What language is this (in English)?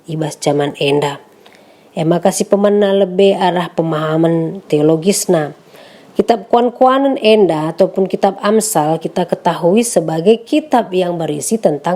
Batak Karo